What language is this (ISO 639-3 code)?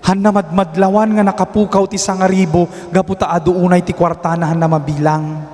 ilo